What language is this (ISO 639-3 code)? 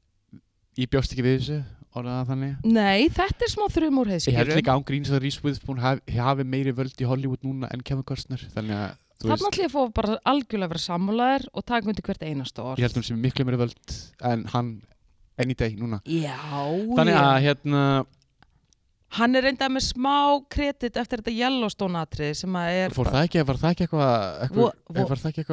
isl